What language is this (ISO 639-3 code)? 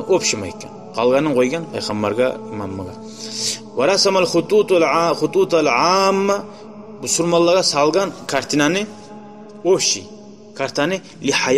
kum